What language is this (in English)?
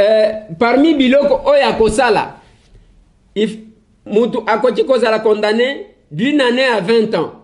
Lingala